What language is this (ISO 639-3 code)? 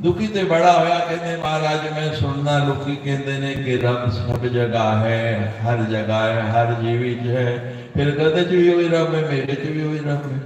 doi